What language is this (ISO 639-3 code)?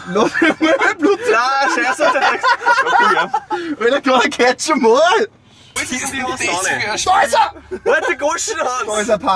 bar